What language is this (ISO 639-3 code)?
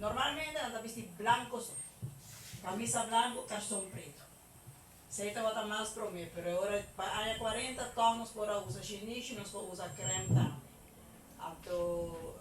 pap